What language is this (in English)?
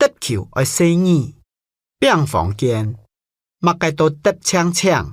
Hakka Chinese